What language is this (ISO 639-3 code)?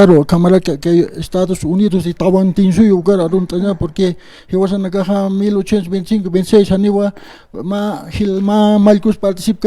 aym